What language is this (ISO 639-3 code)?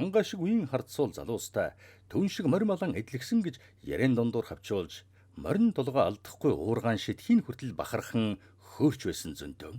mon